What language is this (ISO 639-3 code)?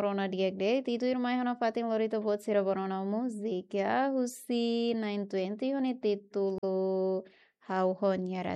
tet